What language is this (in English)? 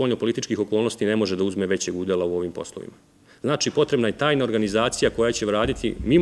Serbian